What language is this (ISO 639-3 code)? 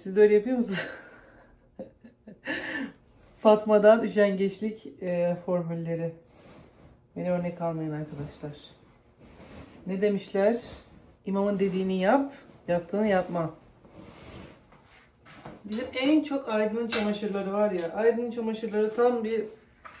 tur